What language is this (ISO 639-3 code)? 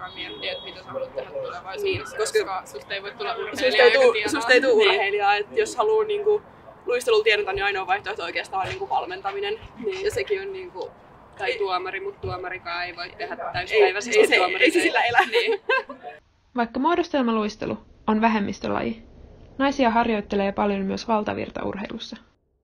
fin